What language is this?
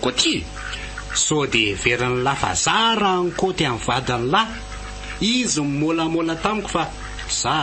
Malagasy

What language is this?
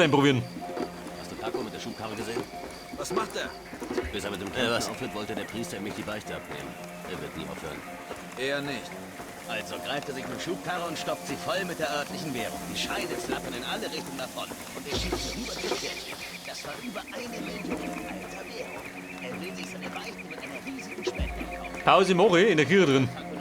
Bavarian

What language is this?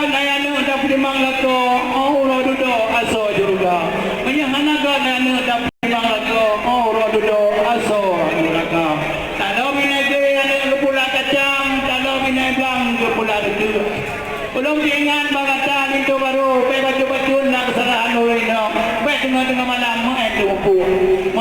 Achinese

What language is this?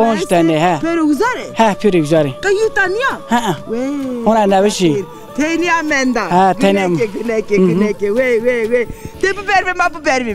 Zaza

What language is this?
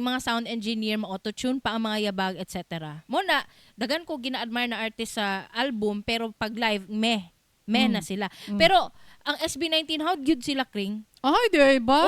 Cebuano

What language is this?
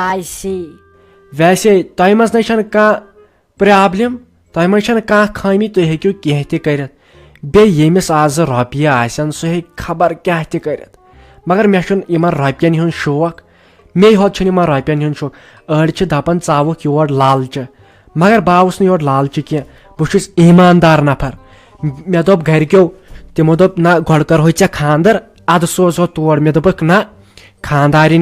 Kashmiri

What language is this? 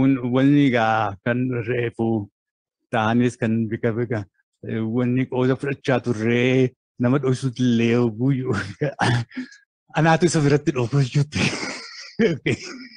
Oromo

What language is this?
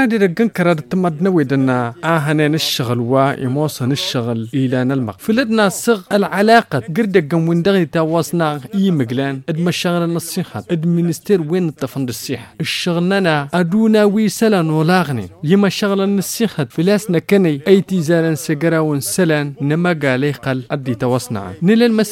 Tamasheq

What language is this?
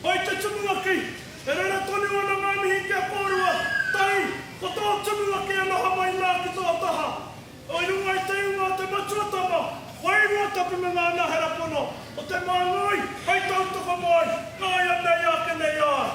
Māori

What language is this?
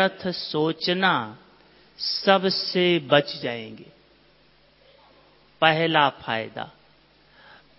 Hindi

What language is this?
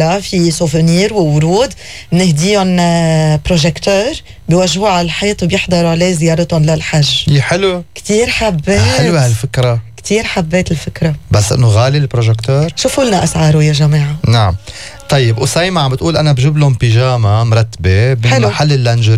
North Levantine Arabic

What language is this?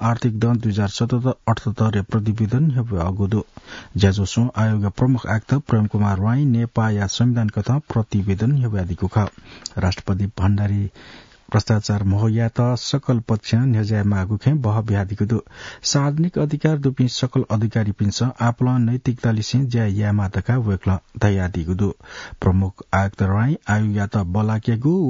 Newari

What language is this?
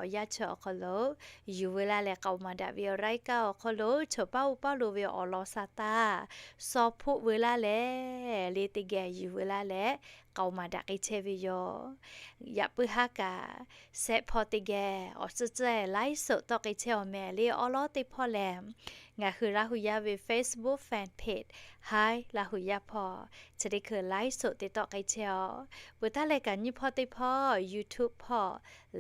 Lahu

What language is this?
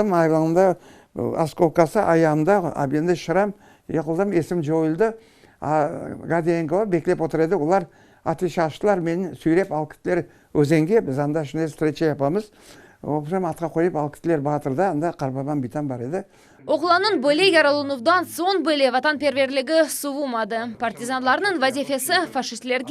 Crimean Tatar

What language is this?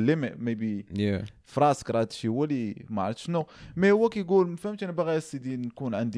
Moroccan Arabic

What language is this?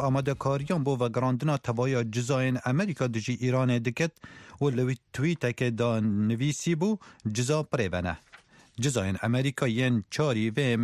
Kurdish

